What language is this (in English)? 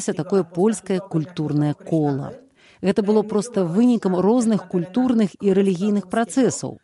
Belarusian